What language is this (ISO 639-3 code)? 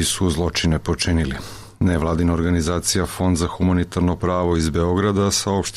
srp